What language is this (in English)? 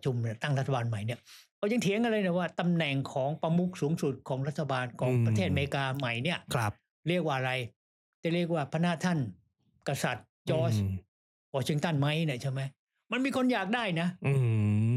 Thai